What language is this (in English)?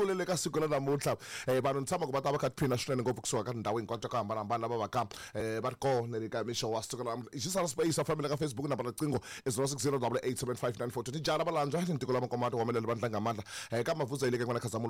Tsonga